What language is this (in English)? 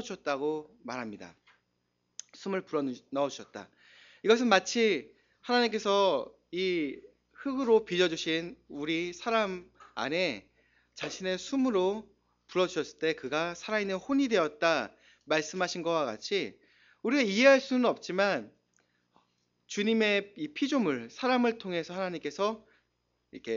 Korean